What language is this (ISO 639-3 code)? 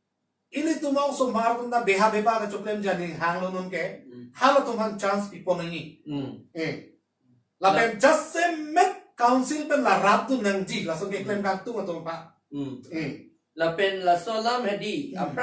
mjw